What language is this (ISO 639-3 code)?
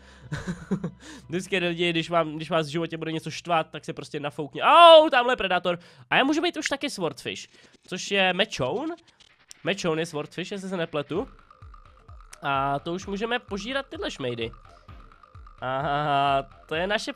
ces